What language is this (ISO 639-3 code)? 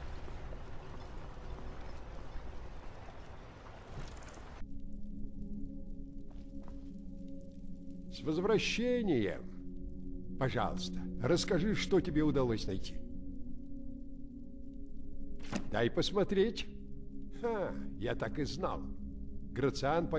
rus